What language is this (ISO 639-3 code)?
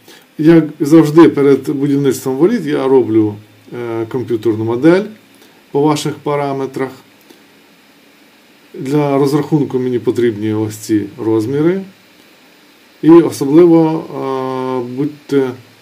ukr